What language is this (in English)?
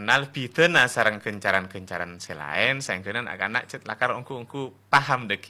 Madurese